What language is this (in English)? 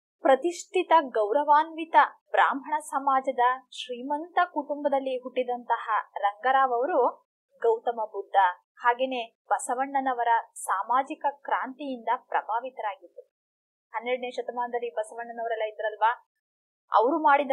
Kannada